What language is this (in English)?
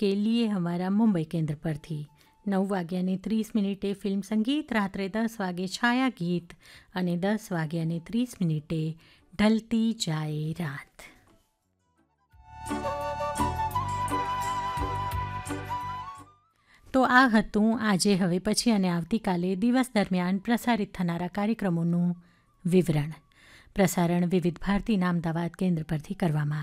Gujarati